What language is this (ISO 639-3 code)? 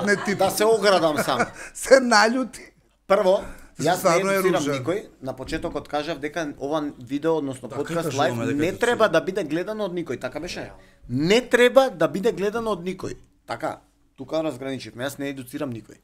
mkd